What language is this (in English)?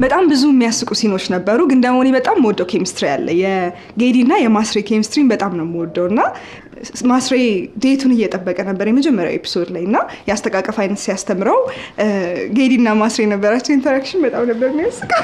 Amharic